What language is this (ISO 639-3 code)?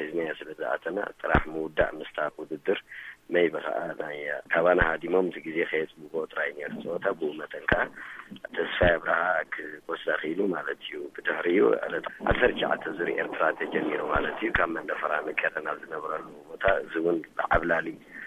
tir